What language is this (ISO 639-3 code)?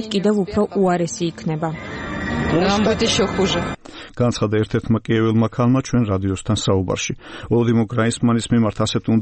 kat